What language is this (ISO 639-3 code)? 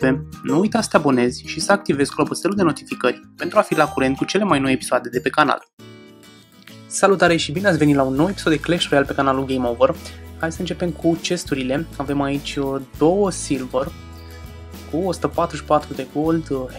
ron